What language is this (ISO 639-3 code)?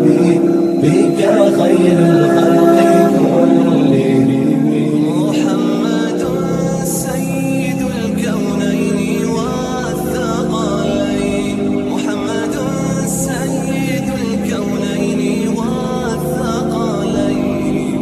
brh